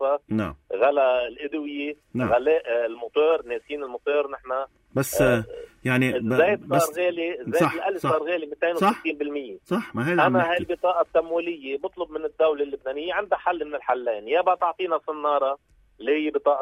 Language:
North Levantine Arabic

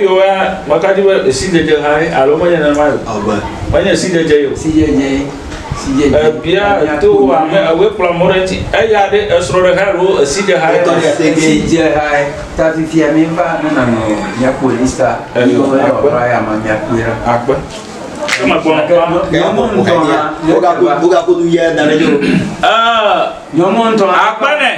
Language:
Ewe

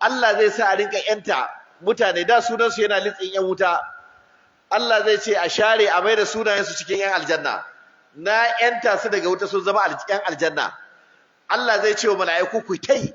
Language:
Hausa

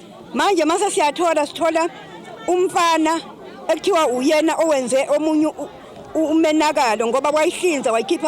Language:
Zulu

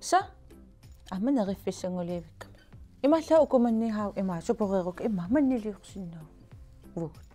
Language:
Kalaallisut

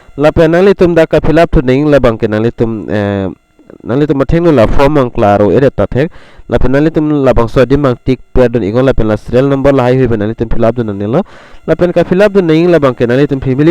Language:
Karbi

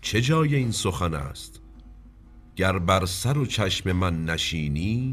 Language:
Persian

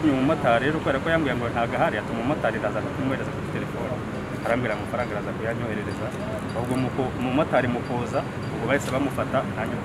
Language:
Kinyarwanda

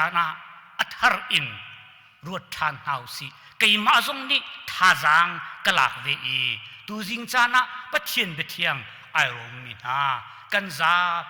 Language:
Hakha Chin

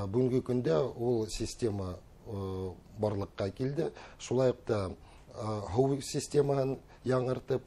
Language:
Bashkir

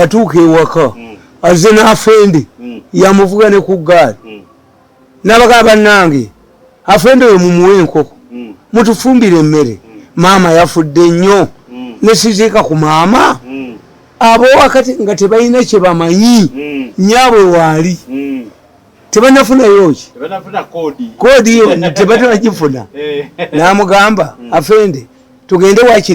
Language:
Ganda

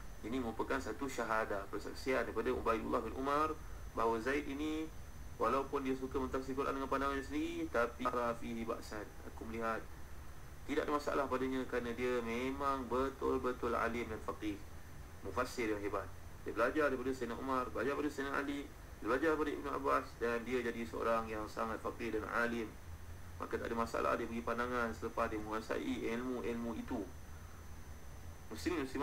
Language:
Malay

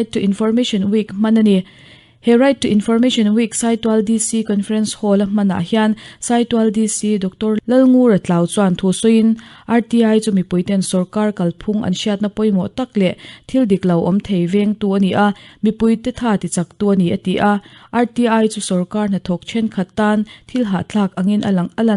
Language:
Mizo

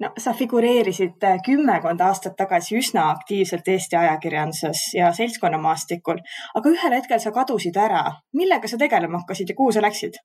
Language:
Estonian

